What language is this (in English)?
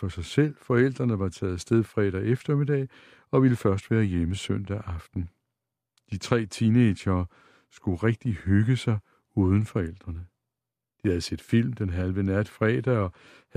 Danish